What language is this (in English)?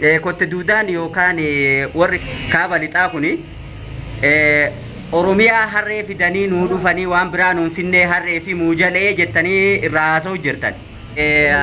Oromo